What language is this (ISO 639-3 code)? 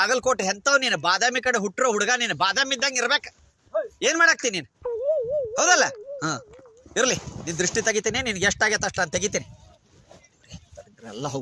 kan